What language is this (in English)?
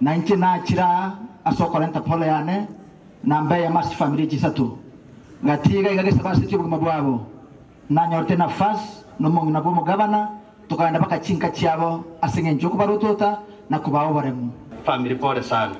Gusii